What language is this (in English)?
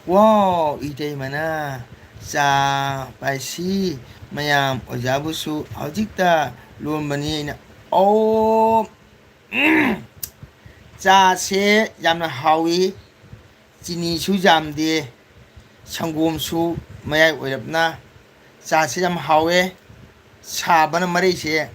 Manipuri